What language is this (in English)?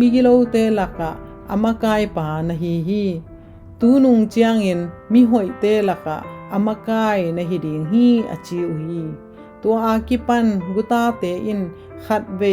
Tedim Chin